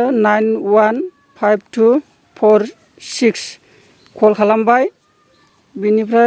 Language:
Bodo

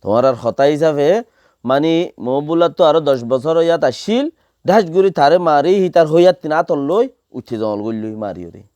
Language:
Rohingya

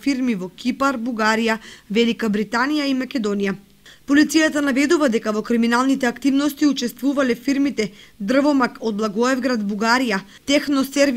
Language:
Macedonian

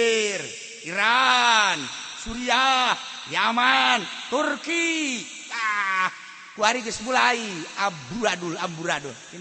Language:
Sundanese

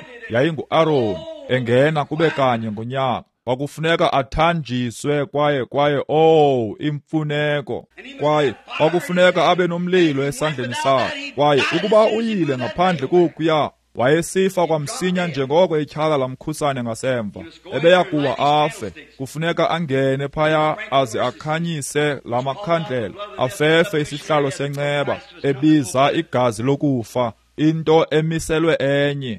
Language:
Xhosa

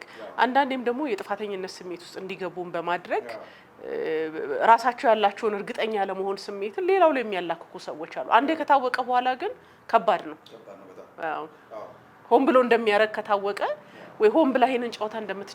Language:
Amharic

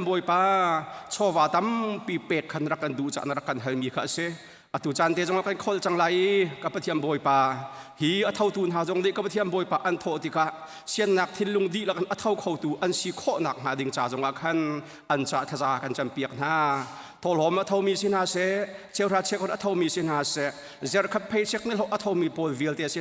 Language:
Hakha Chin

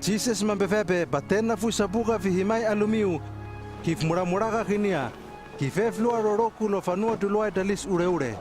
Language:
Hano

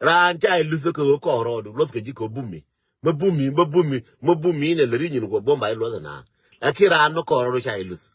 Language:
Nuer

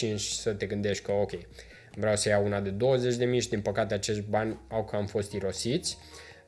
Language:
Romanian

